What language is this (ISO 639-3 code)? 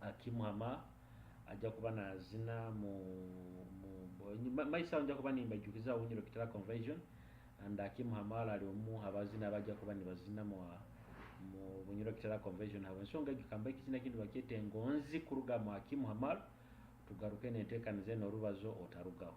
nyo